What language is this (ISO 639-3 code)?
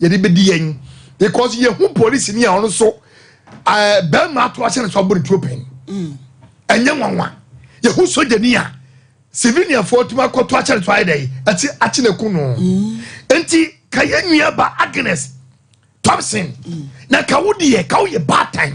aka